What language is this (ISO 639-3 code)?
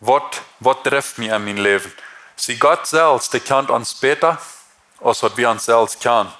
pdt